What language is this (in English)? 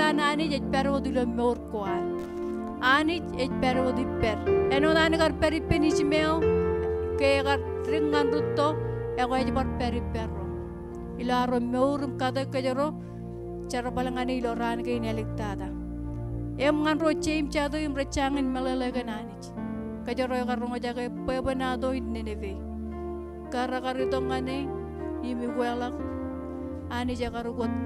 Marshallese